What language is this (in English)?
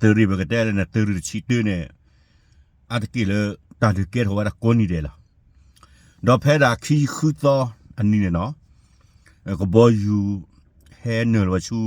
S'gaw Karen